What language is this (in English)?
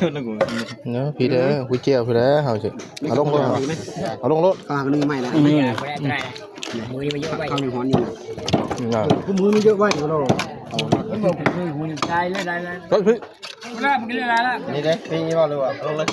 Northeastern Thai